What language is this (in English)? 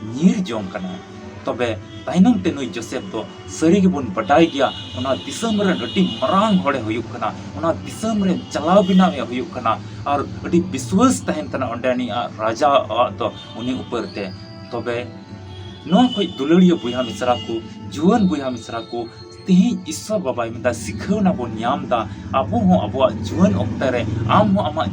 Santali